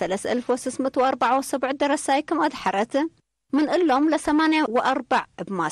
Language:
Tigre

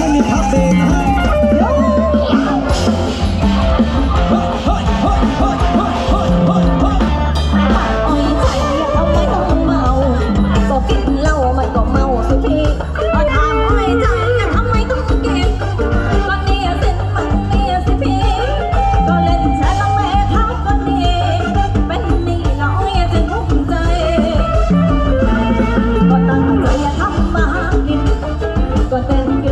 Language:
Thai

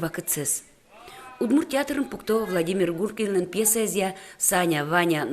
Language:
Udmurt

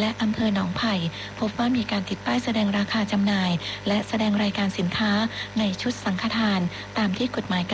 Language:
Thai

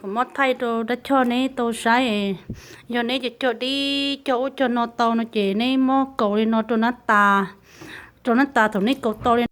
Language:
Hmong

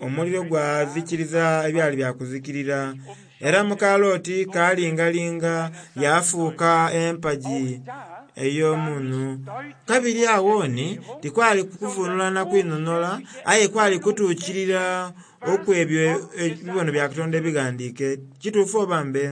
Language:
Soga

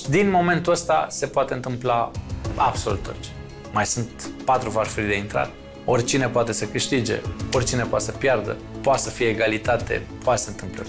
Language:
Romanian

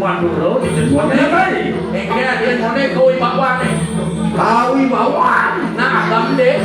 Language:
Balinese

